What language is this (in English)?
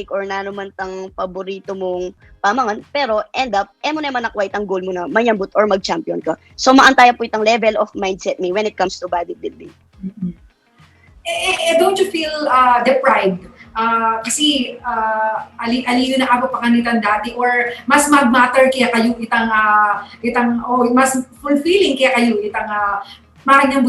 Pampanga